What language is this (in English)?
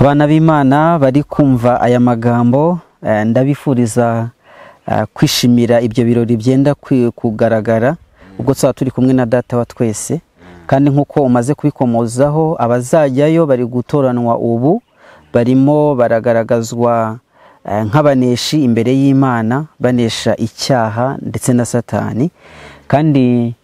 Kinyarwanda